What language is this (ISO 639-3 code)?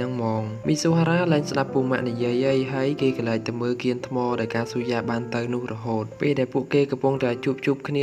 khm